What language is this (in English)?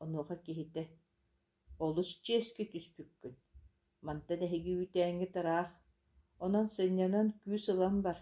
Yakut